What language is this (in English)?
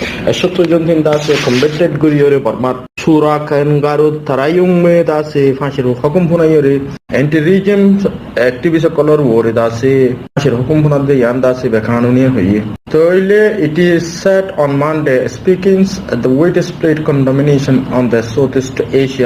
Rohingya